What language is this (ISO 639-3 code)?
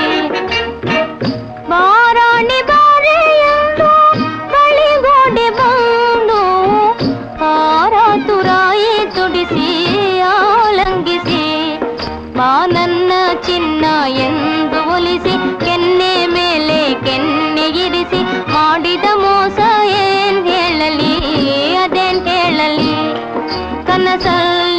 kan